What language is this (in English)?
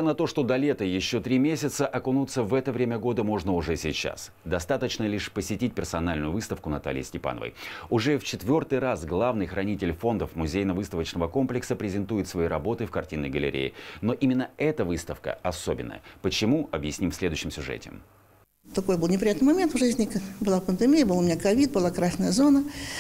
Russian